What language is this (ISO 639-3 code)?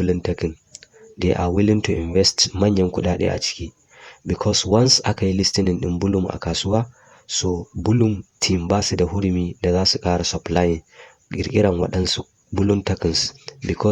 hau